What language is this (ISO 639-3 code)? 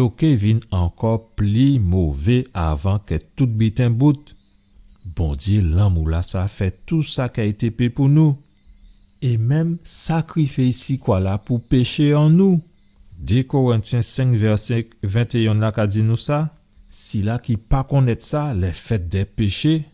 gcf